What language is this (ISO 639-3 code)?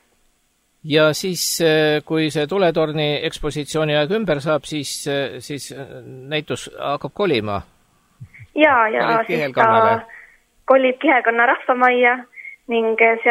est